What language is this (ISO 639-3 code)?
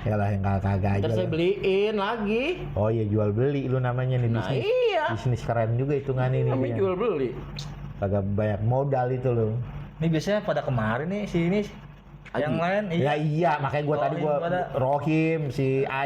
bew